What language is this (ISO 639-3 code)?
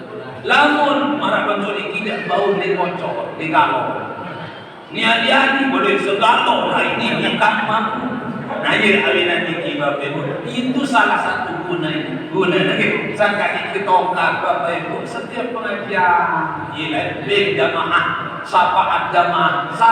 sas